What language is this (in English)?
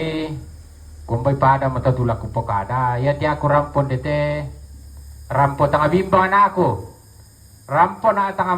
Toraja-Sa'dan